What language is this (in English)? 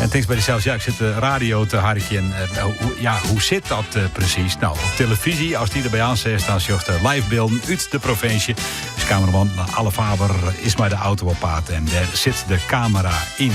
Western Frisian